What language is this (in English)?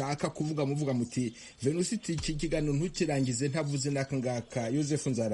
Kinyarwanda